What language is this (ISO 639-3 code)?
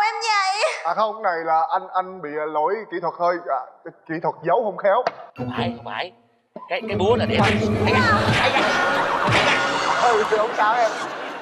vie